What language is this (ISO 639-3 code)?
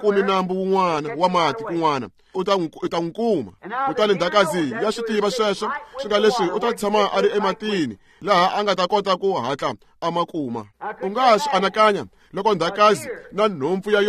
tso